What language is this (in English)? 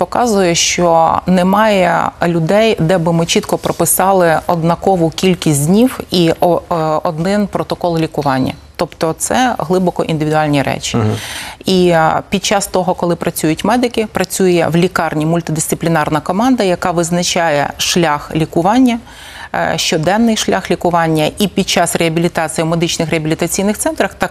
Ukrainian